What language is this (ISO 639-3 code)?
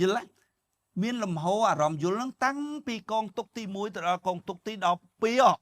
khm